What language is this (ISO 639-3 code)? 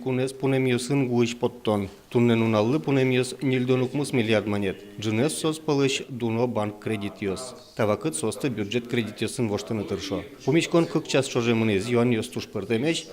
udm